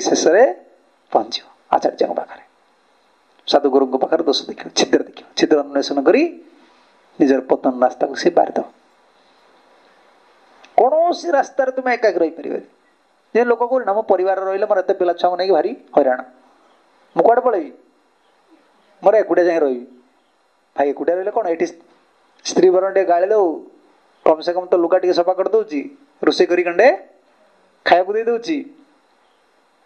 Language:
Odia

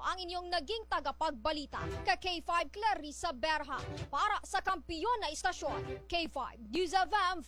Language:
Filipino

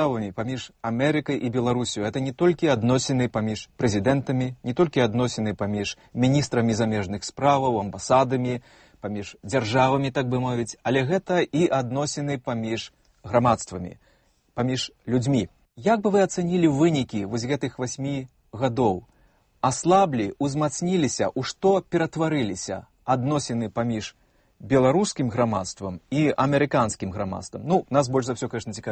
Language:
Belarusian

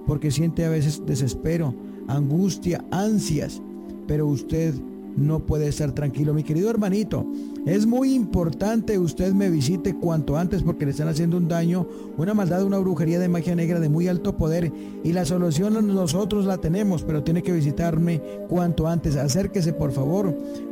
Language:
Spanish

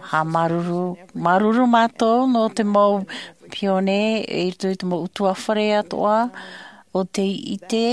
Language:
Tahitian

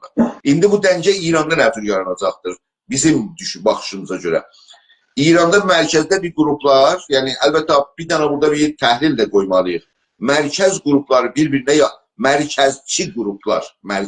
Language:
South Azerbaijani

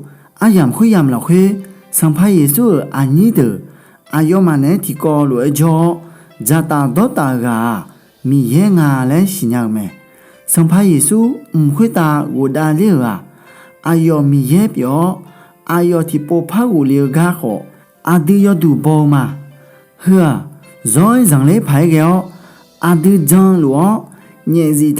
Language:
Akha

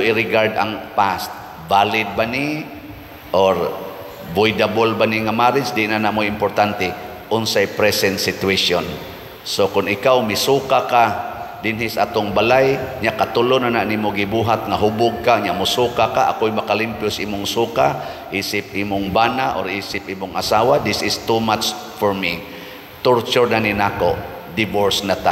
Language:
Cebuano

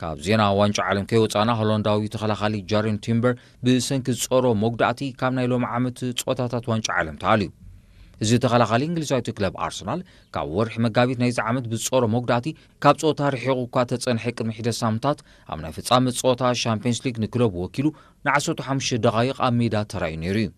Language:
Tigrinya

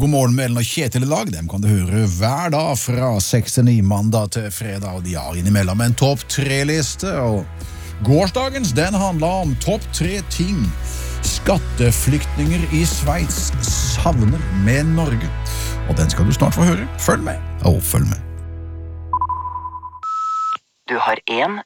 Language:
Norwegian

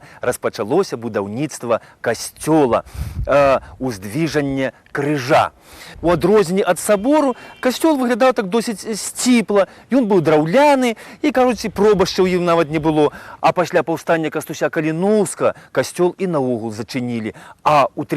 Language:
Belarusian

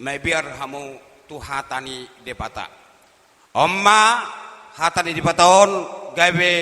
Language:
Batak Toba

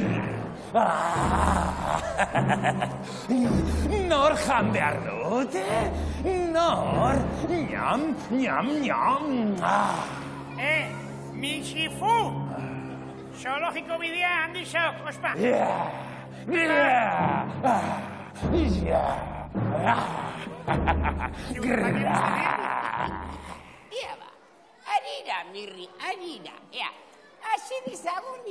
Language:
Basque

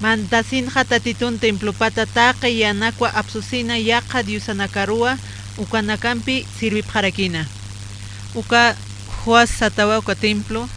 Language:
Aymara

